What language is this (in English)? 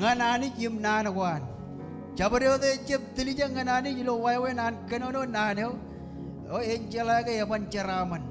Marshallese